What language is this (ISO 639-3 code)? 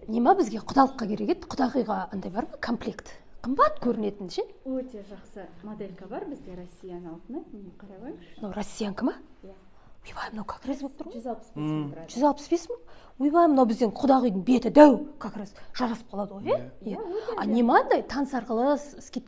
kaz